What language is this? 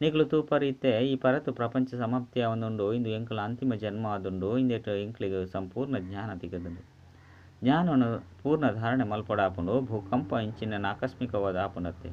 Tulu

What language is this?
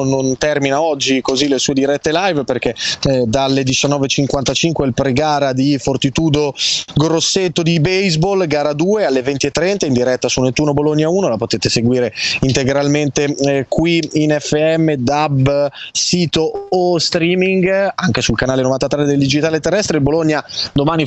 Italian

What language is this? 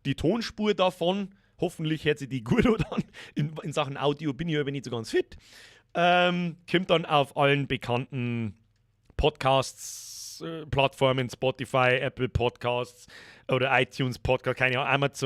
Bavarian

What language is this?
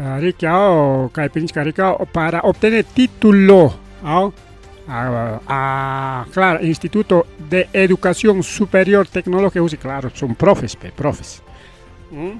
Ayacucho Quechua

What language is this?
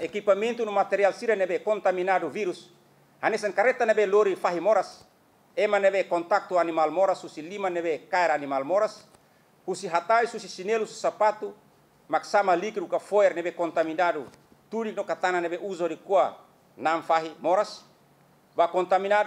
Tetum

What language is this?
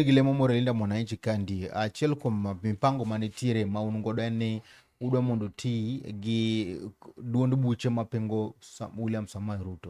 Luo (Kenya and Tanzania)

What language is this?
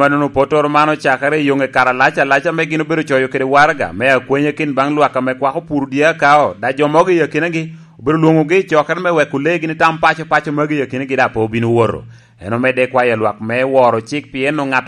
Lango (Uganda)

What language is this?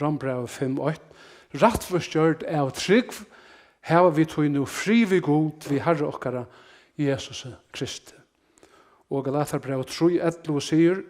Faroese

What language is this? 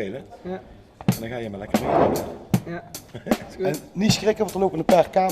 Limburgish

